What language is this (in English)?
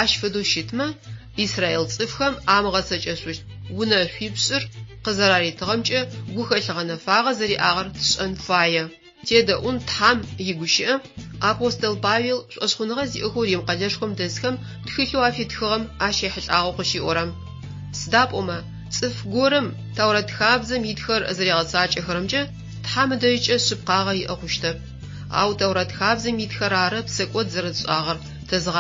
Adyghe